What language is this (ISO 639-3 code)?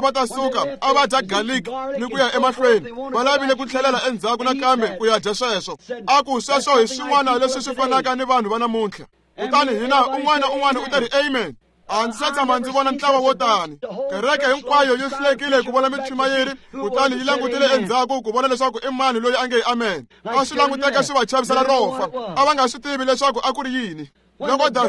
tso